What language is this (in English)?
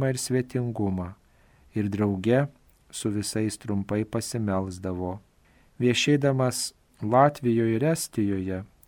Lithuanian